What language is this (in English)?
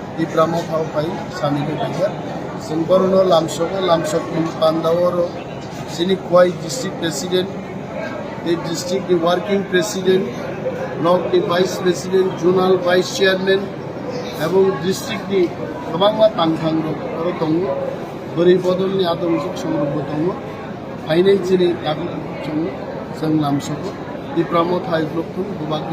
Kok Borok